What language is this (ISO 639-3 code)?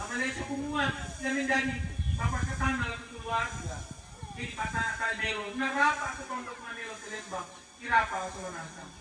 sda